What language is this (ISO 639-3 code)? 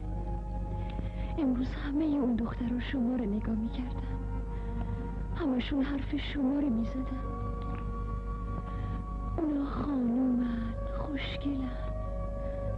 fas